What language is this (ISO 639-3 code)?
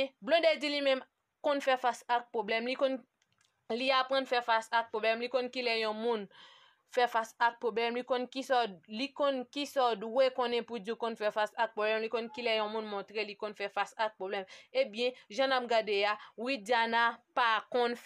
hat